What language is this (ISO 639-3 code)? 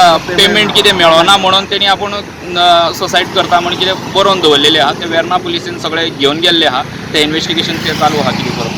kok